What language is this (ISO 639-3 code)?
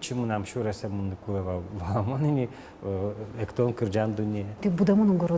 udm